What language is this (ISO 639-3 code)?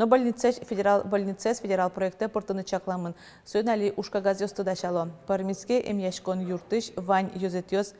udm